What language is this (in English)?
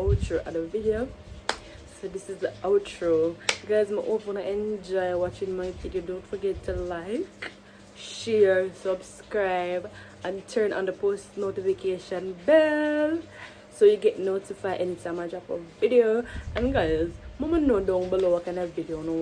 Jamaican Creole English